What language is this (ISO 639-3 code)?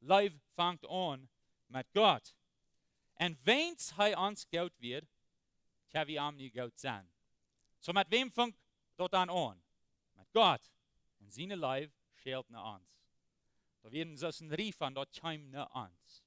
pdt